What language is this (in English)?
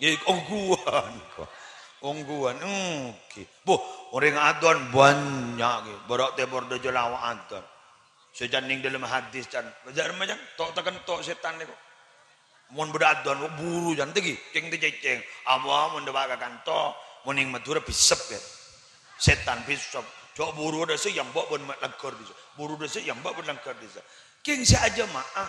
Madurese